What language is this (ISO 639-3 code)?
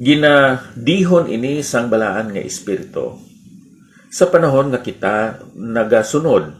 hil